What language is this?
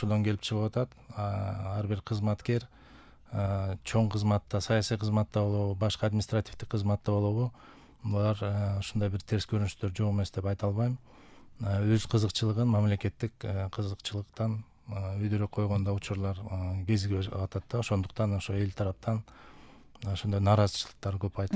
Kyrgyz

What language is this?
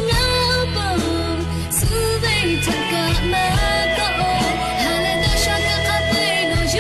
Lahu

